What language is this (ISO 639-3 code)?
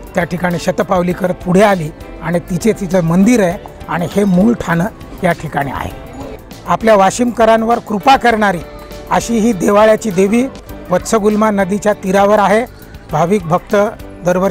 mar